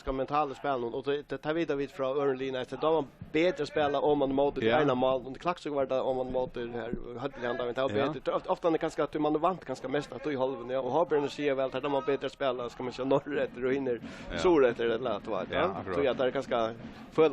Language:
Faroese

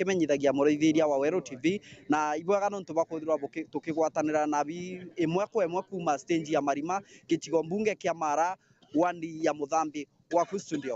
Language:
Meru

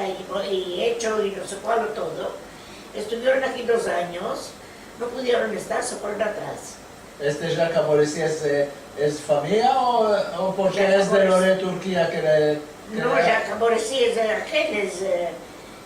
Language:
Ladino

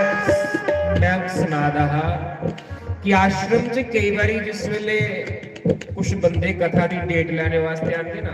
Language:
Dogri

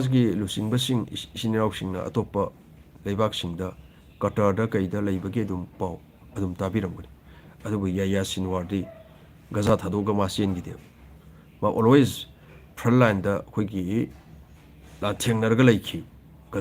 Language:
Manipuri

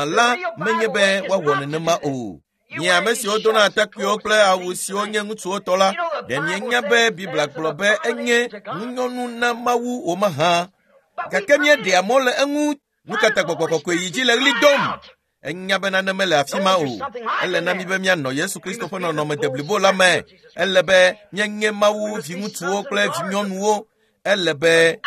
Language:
Ewe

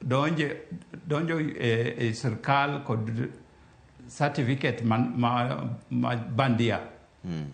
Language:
Luo (Kenya and Tanzania)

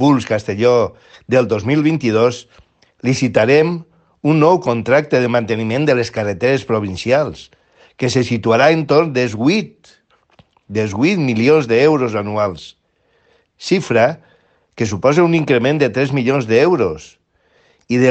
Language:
Catalan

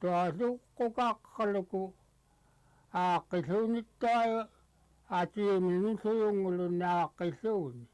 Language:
Central Yupik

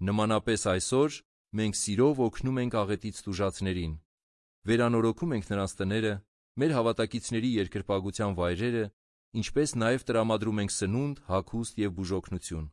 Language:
Armenian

